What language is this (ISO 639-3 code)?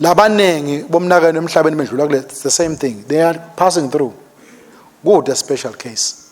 ssw